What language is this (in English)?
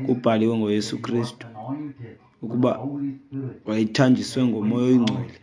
Xhosa